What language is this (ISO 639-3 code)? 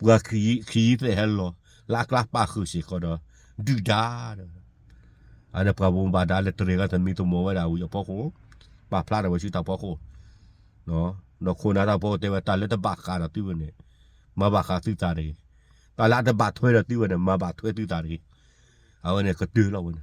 ksw